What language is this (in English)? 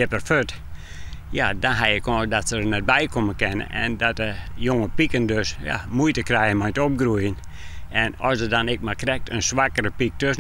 Western Frisian